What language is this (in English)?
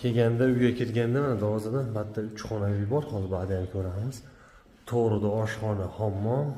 Uzbek